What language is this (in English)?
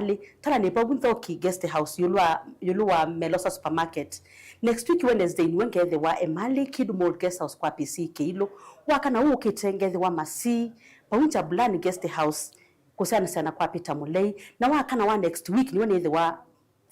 Kamba